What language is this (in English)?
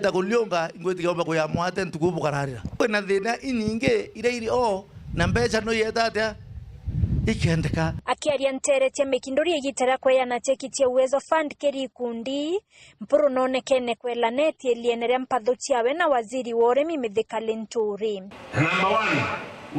Meru